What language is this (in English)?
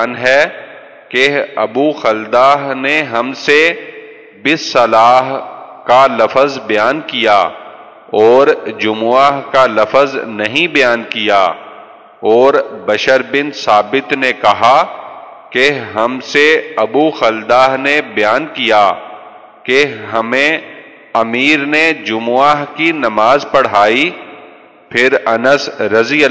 Urdu